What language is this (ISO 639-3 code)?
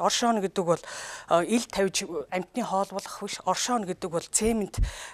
mon